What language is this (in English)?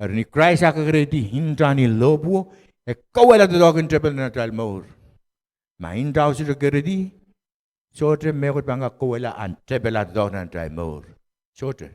Pohnpeian